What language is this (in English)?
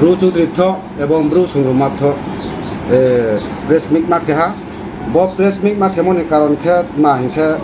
Riang (India)